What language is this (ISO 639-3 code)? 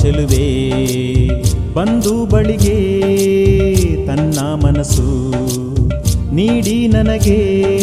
kan